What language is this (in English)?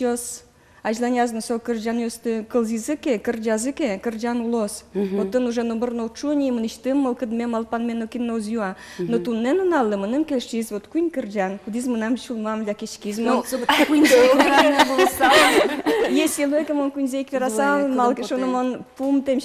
Udmurt